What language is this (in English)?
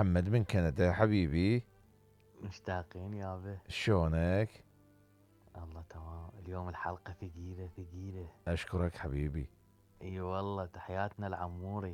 Mesopotamian Arabic